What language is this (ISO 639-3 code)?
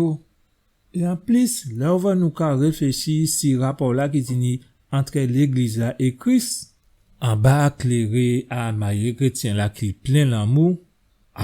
gcf